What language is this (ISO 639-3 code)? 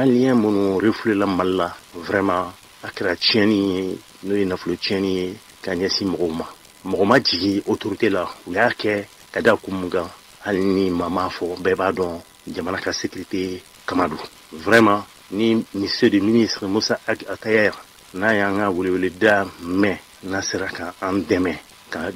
bam